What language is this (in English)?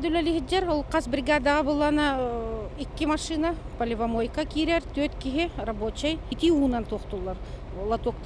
Yakut